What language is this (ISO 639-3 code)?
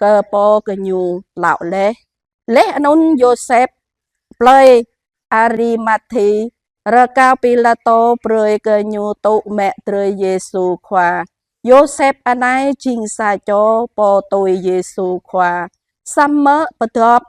jra